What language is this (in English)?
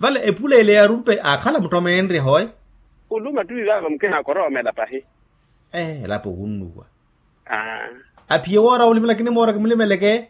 Makhuwa